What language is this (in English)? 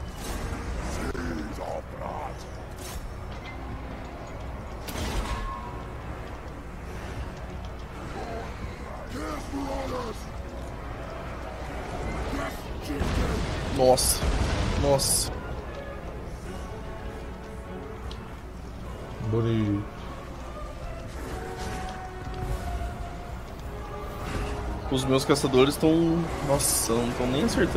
Portuguese